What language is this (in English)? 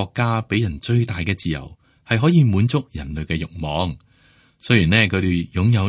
Cantonese